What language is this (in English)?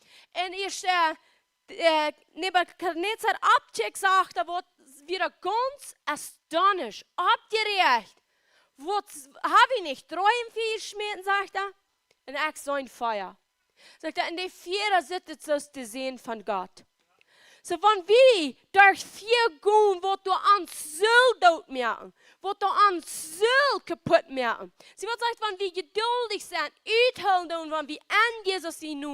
Plautdietsch